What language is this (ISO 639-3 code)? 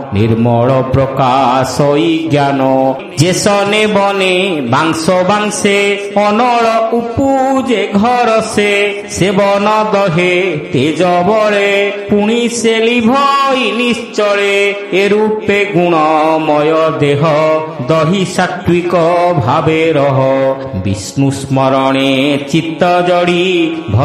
ori